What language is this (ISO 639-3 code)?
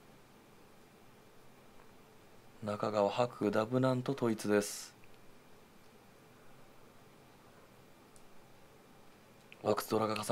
jpn